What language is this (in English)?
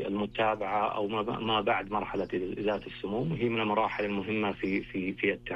Arabic